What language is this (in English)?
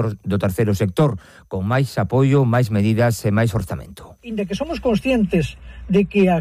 Galician